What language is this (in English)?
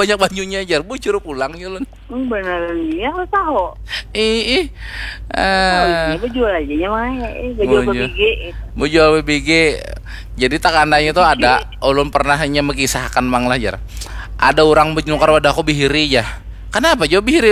Banjar